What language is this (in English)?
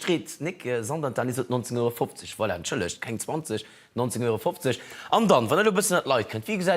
Luxembourgish